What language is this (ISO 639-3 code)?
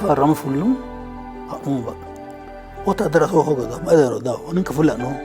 sid